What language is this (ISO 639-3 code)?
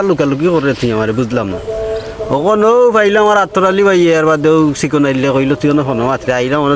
syl